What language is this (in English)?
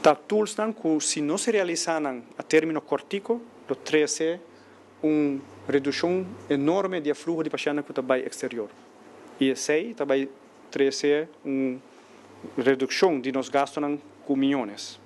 Papiamento